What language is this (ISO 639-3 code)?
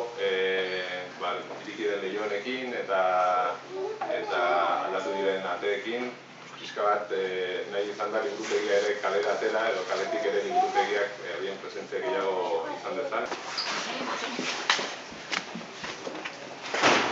eus